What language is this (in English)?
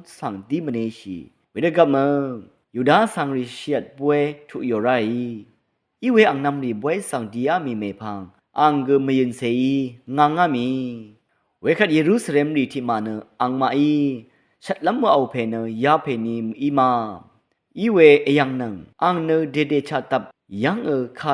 Rawang